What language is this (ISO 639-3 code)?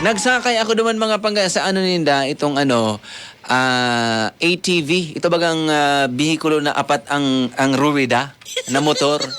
bik